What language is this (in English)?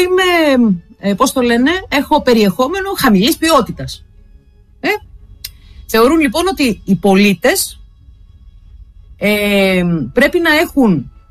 Greek